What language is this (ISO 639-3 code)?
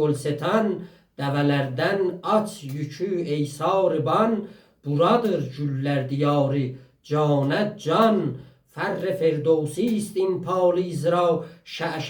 azb